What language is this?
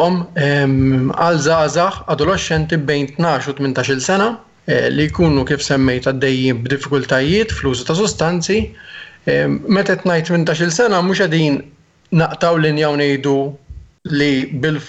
Maltese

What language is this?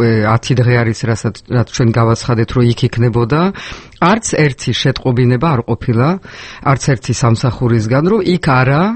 Georgian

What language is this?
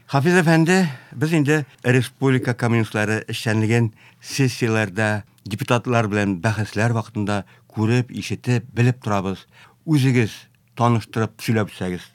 Tatar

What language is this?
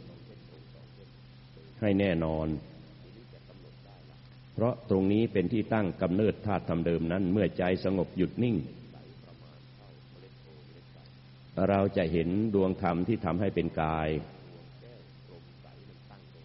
Thai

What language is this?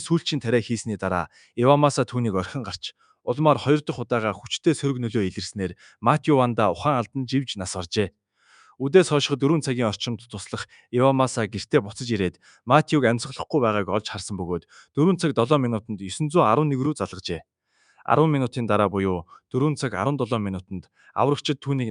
Mongolian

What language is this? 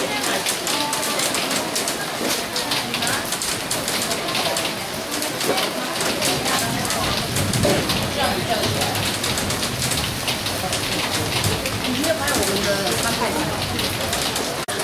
Chinese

